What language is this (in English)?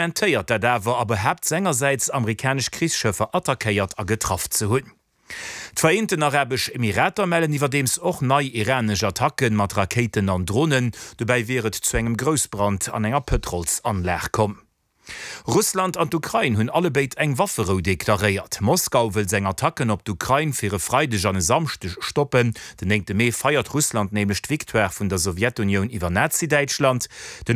Luxembourgish